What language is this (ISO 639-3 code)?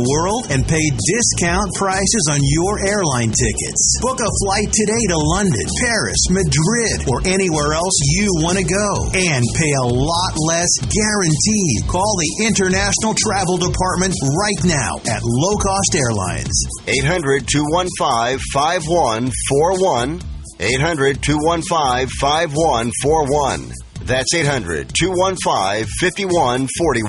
eng